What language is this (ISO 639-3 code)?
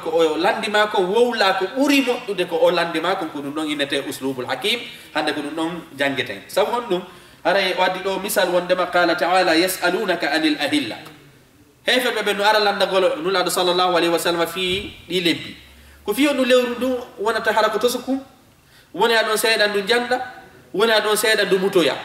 ful